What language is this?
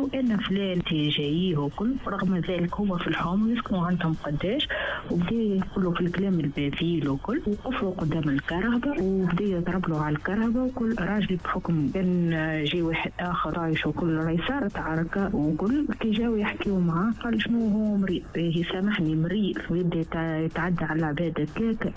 Tunisian Arabic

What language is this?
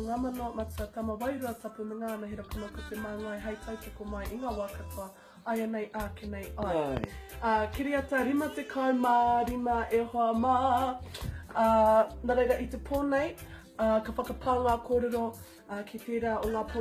Māori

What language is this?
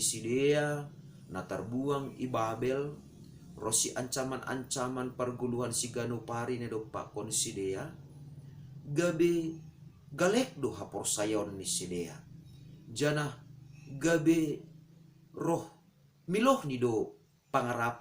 Batak Simalungun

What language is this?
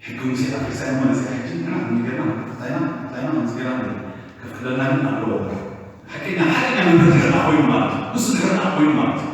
Tigrinya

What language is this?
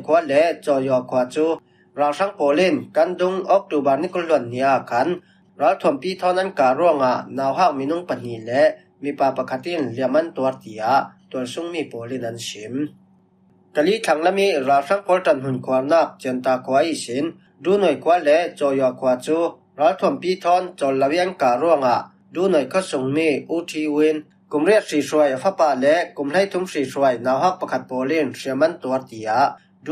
Falam Chin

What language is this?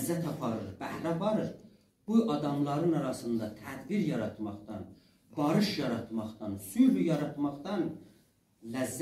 South Azerbaijani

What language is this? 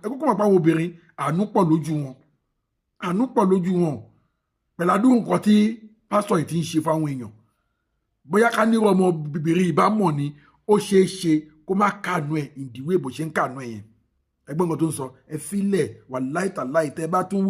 Yoruba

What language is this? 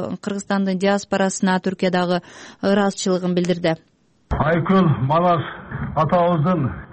Kyrgyz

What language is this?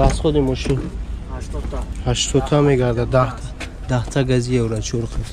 Tajik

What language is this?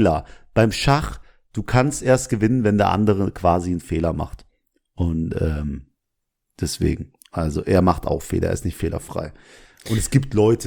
German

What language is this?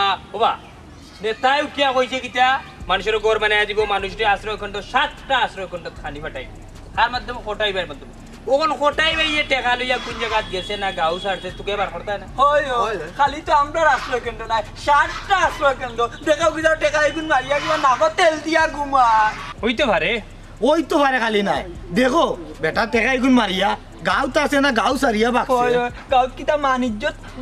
Sylheti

